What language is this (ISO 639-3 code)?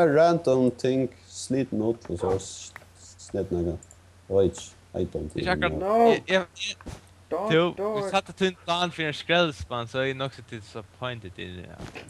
fao